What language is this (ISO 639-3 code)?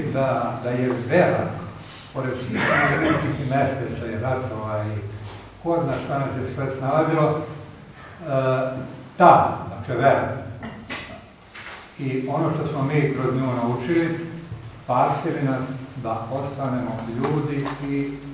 srp